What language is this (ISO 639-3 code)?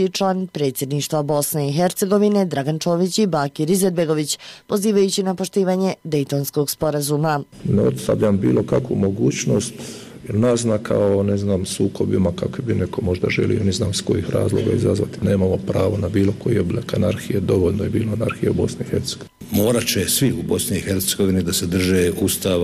bos